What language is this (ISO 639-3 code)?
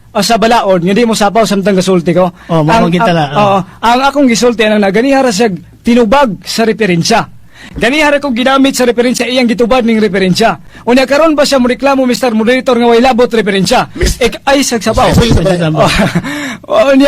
ceb